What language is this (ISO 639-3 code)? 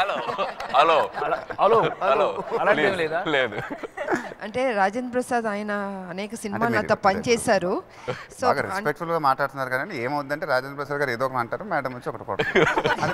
tel